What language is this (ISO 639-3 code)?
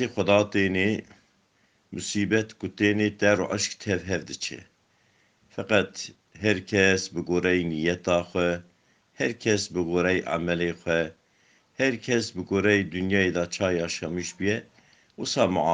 kur